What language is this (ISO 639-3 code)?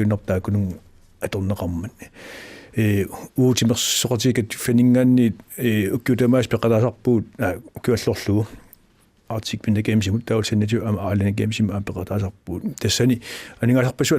kal